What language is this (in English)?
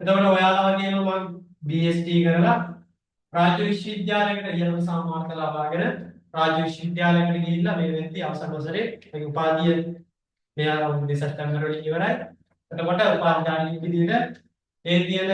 Sinhala